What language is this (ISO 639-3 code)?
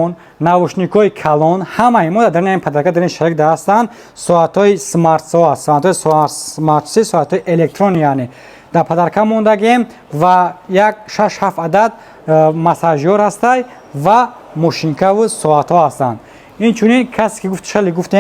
tgk